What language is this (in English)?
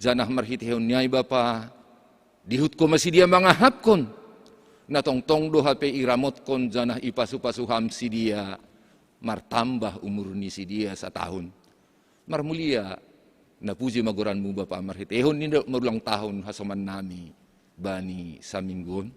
Batak Simalungun